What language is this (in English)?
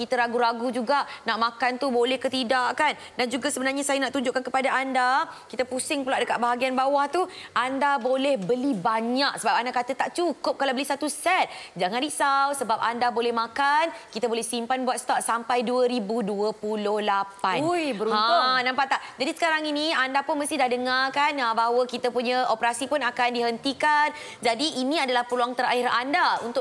Malay